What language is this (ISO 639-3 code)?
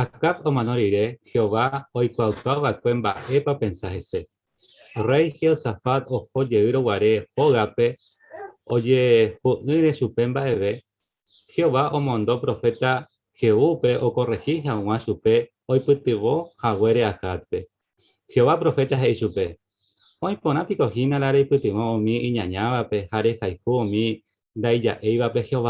grn